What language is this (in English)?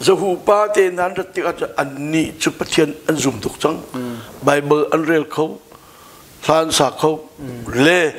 Hakha Chin